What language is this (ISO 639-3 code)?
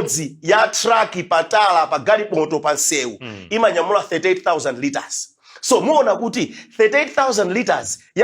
nya